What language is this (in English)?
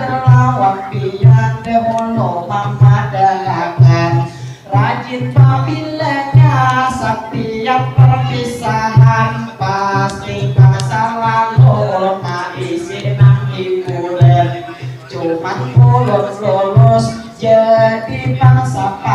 Banjar